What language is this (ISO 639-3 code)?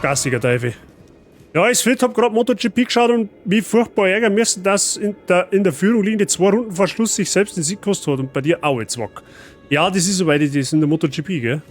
bar